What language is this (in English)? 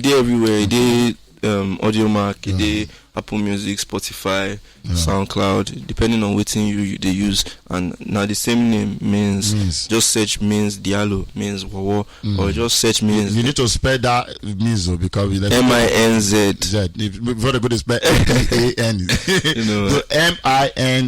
Nigerian Pidgin